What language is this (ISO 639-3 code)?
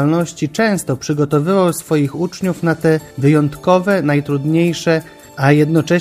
pol